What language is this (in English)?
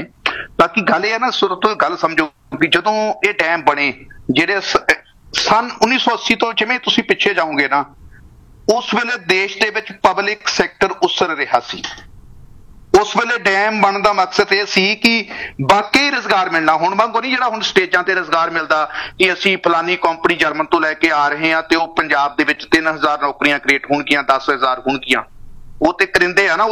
Punjabi